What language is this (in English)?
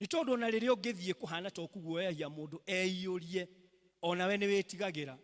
Kikuyu